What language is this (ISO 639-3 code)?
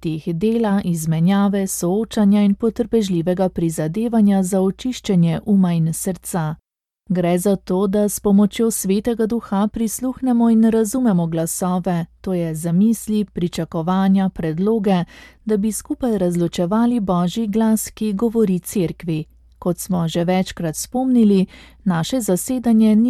slv